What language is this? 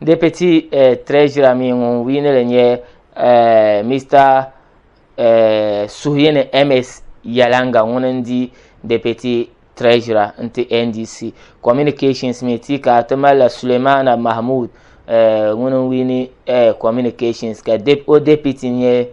Dagbani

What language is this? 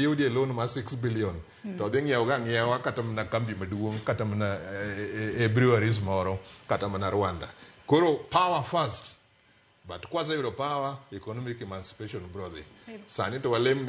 Luo (Kenya and Tanzania)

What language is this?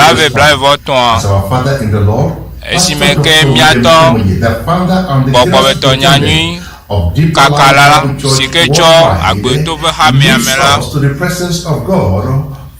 Ewe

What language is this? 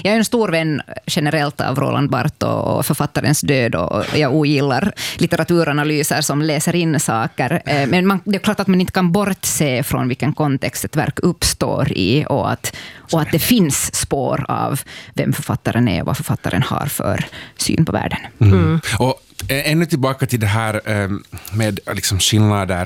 Swedish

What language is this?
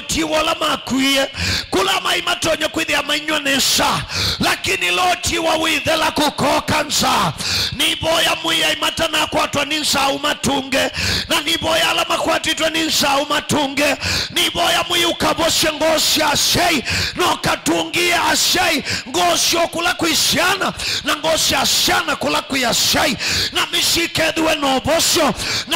Kamba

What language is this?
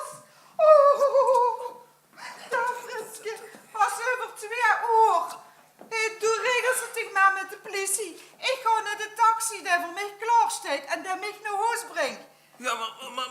Limburgish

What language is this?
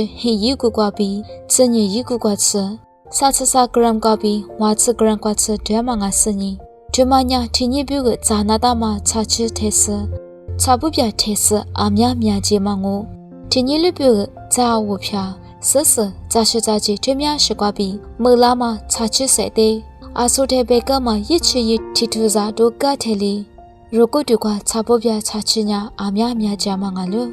Lisu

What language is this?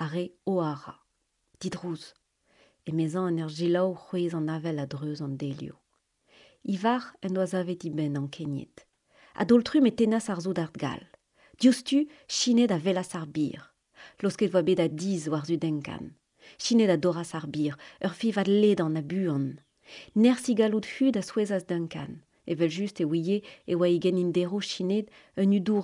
Breton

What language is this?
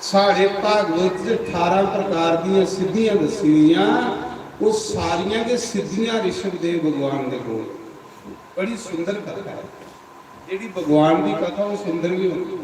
Dogri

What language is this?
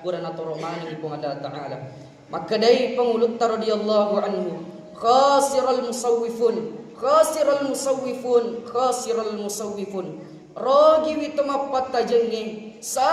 Buginese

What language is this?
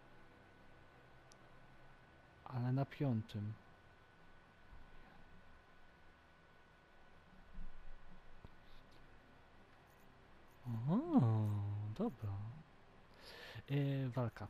Polish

